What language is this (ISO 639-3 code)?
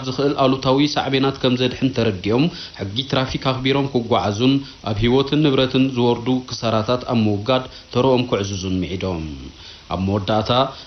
tir